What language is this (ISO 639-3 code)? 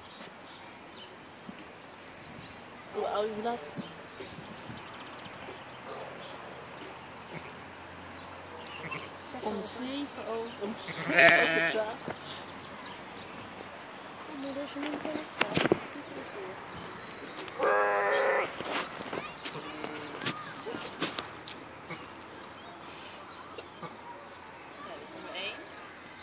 nld